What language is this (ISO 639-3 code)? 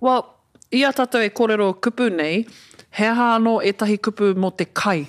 mri